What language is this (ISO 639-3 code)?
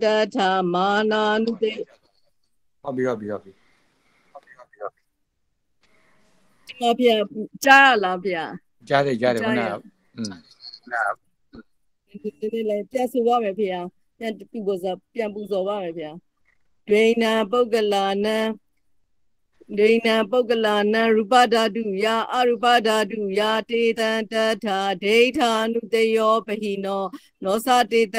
mya